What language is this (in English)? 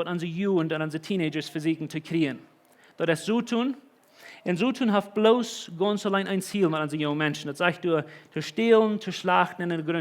Plautdietsch